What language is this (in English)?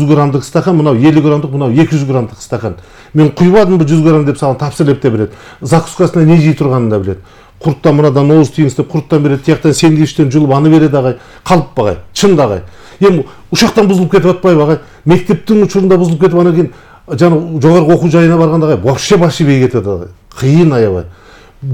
Kyrgyz